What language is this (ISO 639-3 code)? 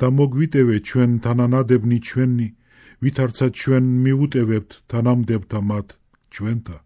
kat